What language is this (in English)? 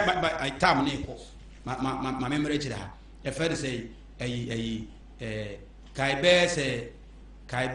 Akan